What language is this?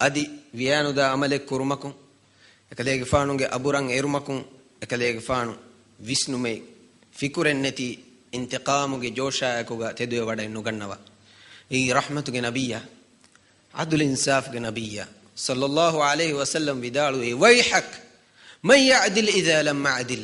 Divehi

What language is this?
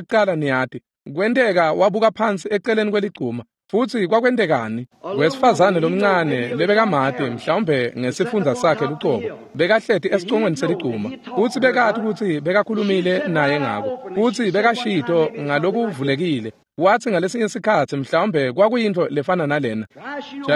Swati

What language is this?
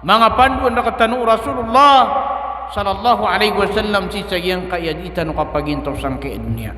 Maranao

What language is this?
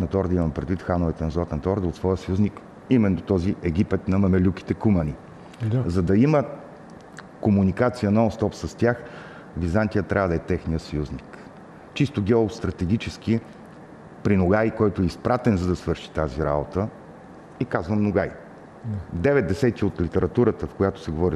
Bulgarian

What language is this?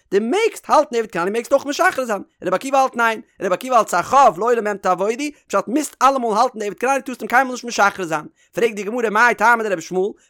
Yiddish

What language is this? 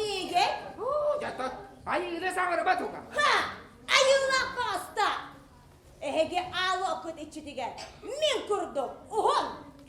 Yakut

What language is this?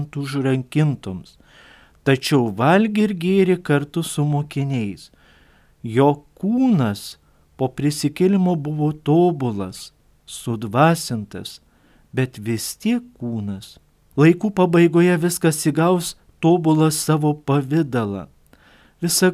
Lithuanian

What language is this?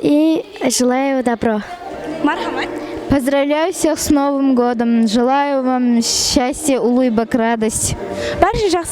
Kara-Kalpak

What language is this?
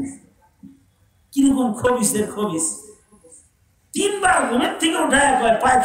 Bangla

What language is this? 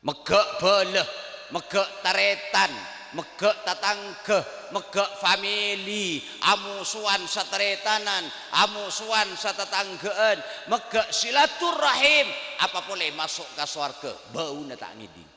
Madurese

